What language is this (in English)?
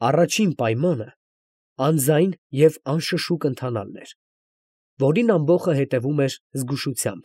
Armenian